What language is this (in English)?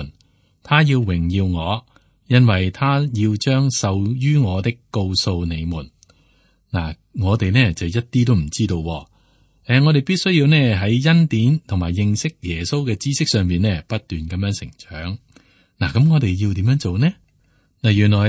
Cantonese